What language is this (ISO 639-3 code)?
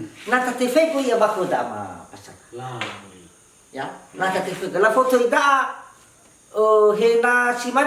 nia